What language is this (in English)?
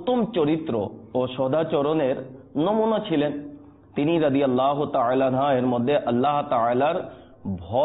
Bangla